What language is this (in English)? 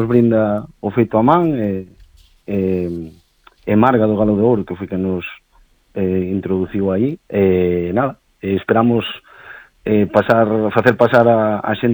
Galician